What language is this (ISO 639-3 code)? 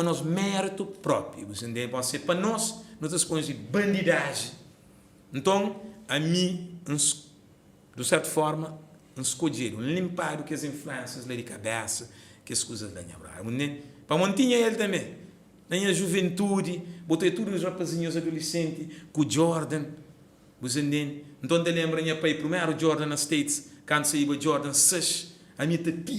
kea